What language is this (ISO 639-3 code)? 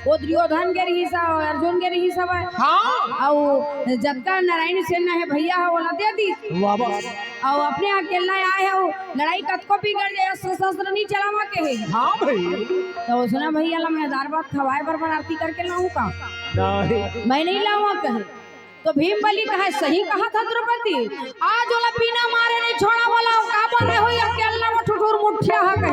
hne